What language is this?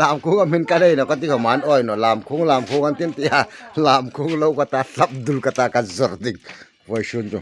Hmar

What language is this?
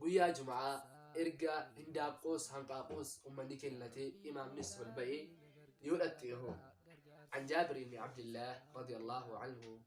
Oromo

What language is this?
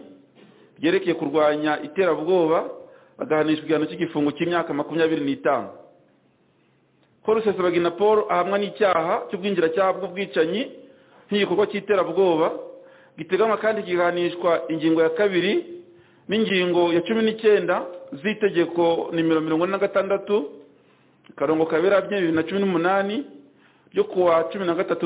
Kinyarwanda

